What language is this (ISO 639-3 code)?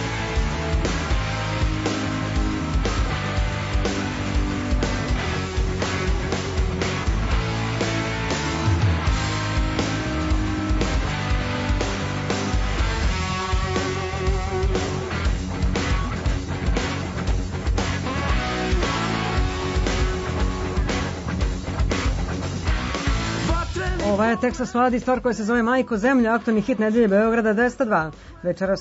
srp